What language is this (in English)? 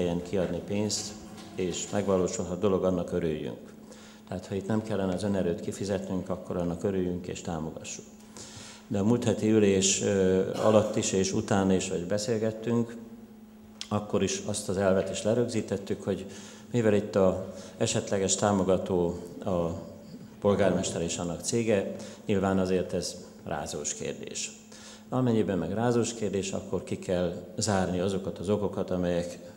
Hungarian